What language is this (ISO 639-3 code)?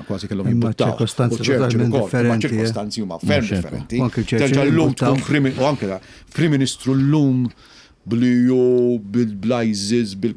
mlt